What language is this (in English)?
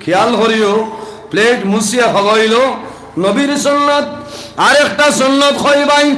Sylheti